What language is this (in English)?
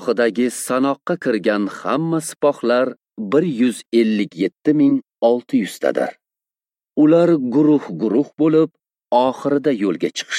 Uzbek